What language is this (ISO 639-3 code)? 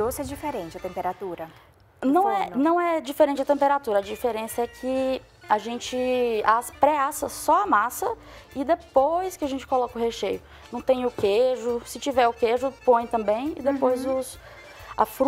por